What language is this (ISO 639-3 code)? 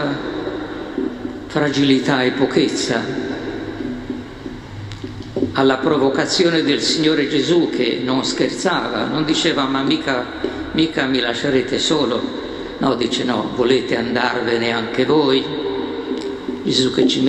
ita